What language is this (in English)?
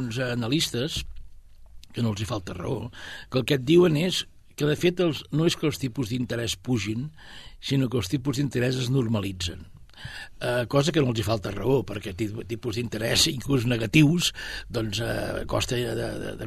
Catalan